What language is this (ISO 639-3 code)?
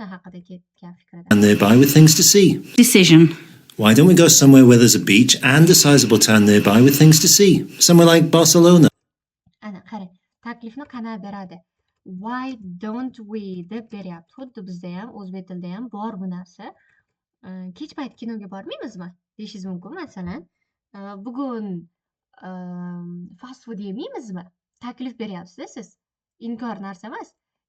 uzb